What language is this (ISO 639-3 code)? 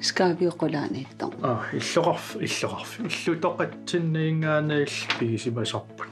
kal